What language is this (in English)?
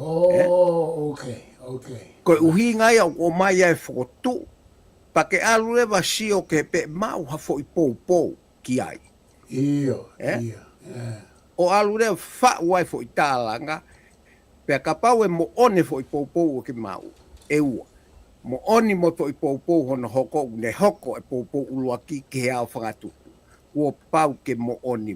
Tongan